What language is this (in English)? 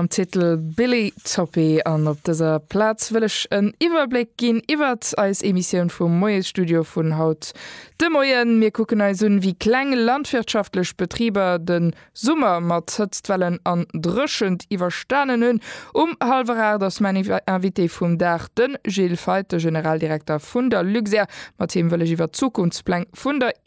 Luxembourgish